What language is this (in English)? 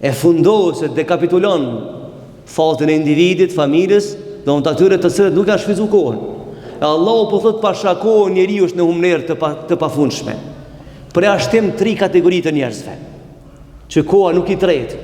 Albanian